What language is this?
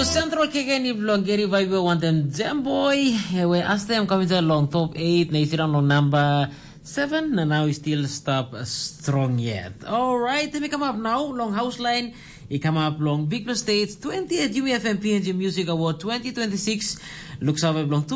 Tok Pisin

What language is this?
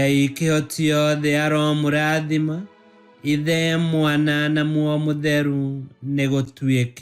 Kikuyu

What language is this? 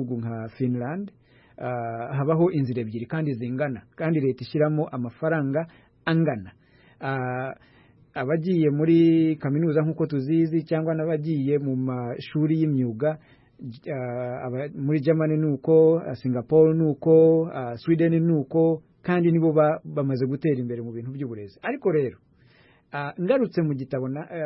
Kinyarwanda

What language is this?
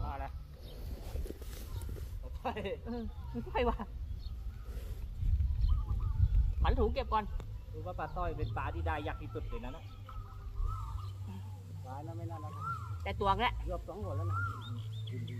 Thai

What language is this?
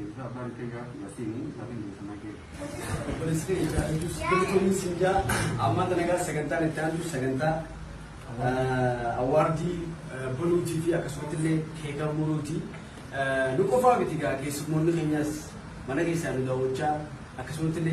Oromo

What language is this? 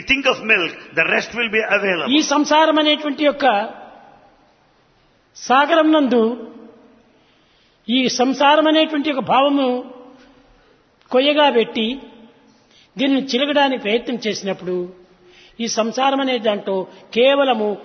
Telugu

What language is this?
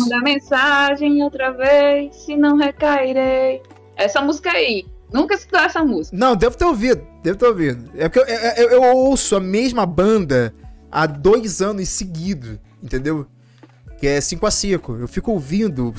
Portuguese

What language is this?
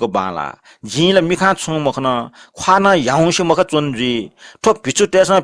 Newari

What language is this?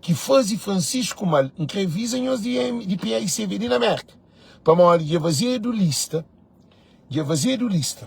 Kabuverdianu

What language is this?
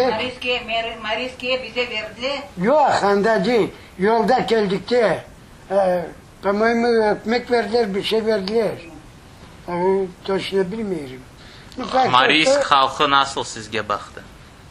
Crimean Tatar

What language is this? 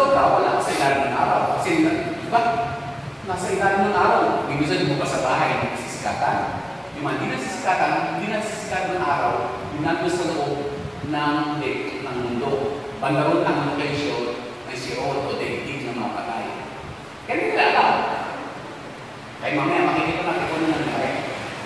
Filipino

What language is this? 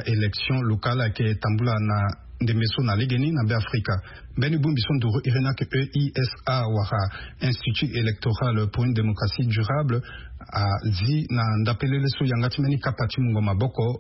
Sango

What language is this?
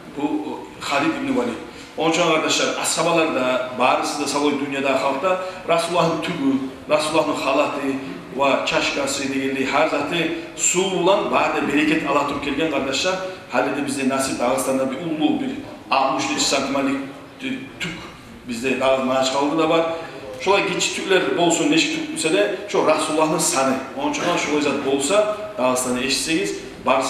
Kumyk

